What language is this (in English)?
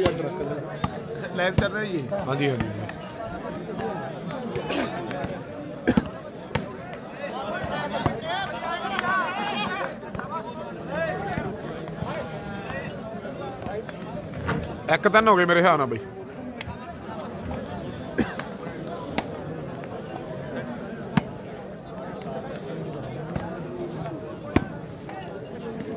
Punjabi